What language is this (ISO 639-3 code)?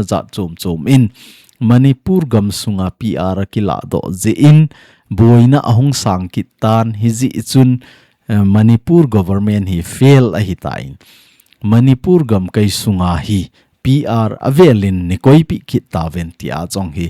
tcz